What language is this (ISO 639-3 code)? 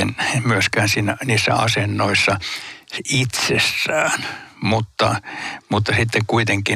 fin